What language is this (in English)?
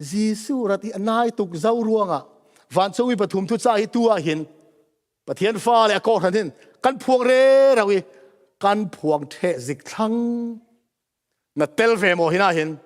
Falam Chin